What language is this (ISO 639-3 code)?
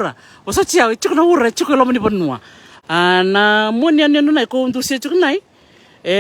fij